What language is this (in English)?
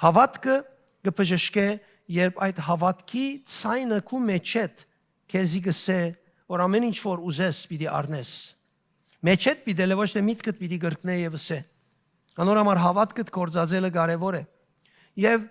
Western Armenian